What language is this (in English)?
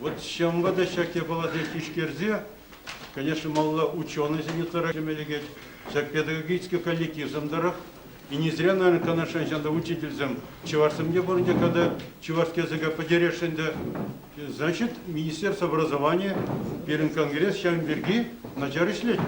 Chuvash